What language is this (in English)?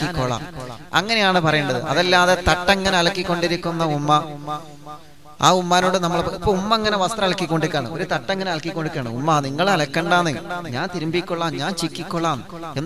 Malayalam